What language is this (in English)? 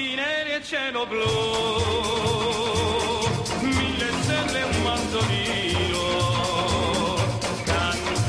Italian